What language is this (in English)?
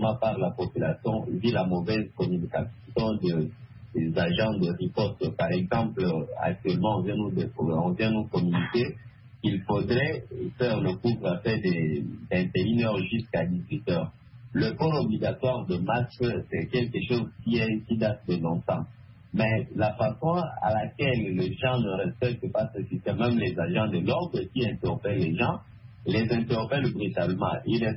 French